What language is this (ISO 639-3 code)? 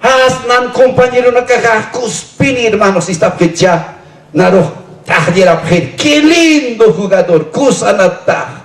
aym